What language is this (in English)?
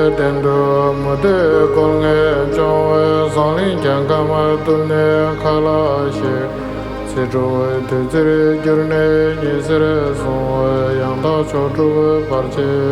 Tibetan